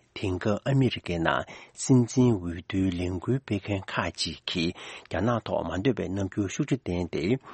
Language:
Tibetan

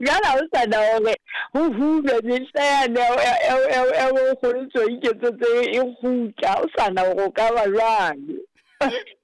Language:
Southern Sotho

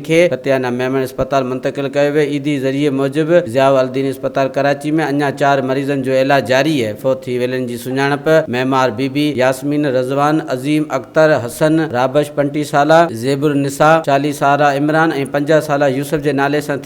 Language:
Sindhi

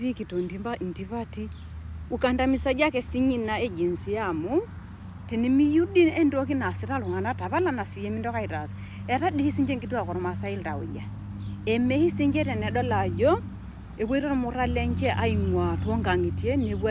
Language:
Masai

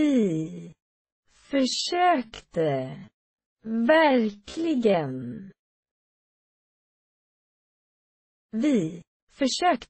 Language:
Swedish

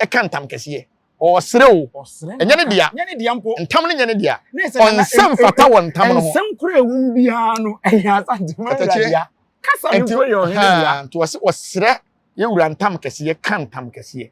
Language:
Akan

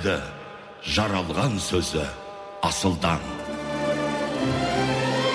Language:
Kazakh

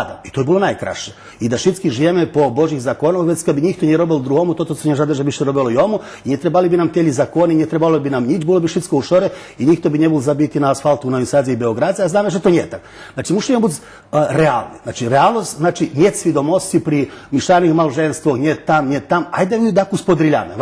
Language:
Rusyn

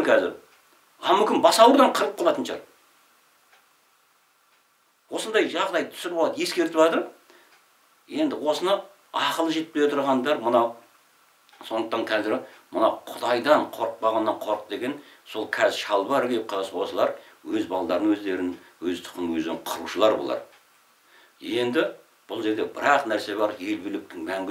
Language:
Kazakh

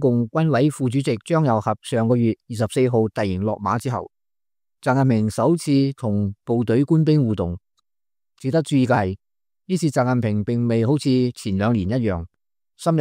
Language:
Cantonese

